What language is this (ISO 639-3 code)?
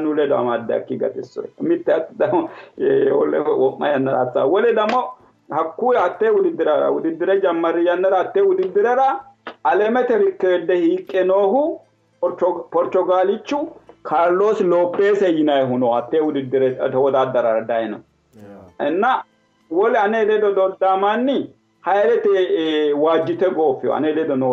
sid